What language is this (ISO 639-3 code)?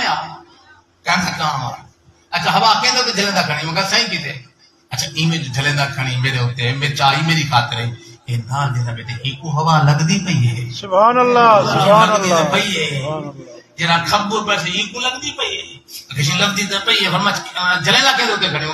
skr